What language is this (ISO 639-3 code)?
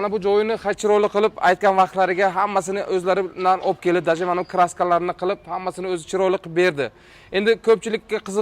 uzb